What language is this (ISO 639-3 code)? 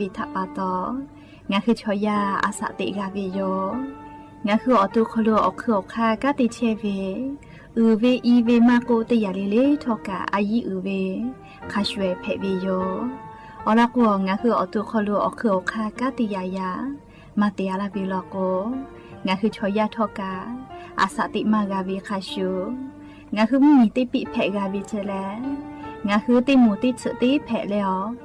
lhu